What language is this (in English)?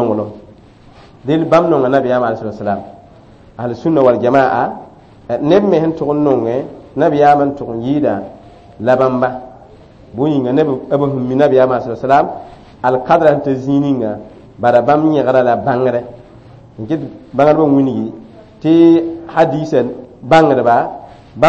Mossi